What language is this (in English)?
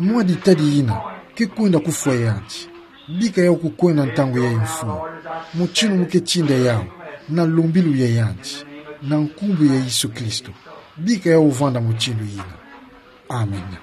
Kituba (Democratic Republic of Congo)